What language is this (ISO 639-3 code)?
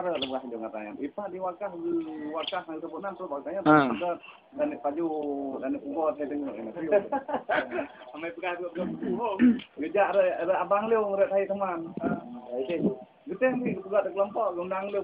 msa